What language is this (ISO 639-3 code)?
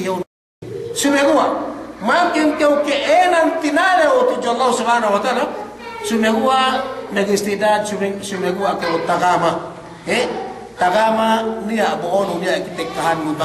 yka